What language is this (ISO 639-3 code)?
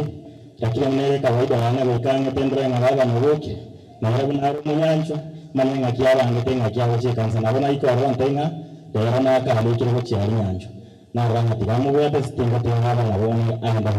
guz